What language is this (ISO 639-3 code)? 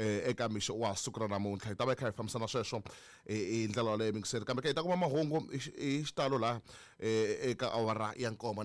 tso